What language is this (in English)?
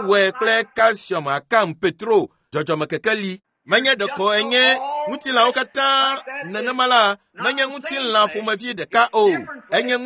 Ewe